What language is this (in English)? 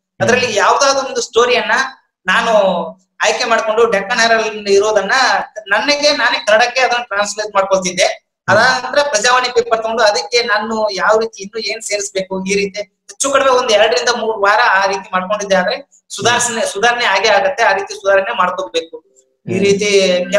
Kannada